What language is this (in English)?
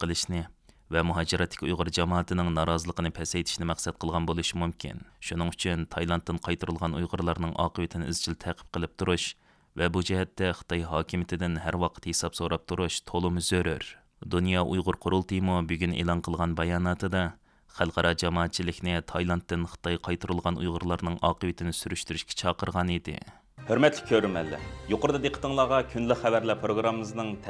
Uyghur